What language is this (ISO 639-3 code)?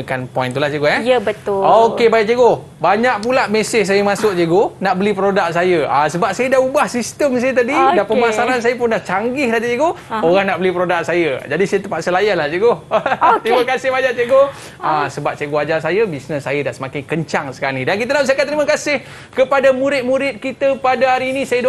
msa